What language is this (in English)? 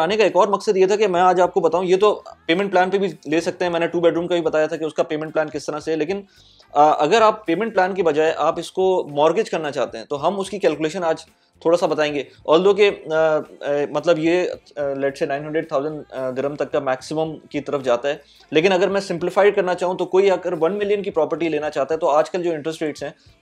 Hindi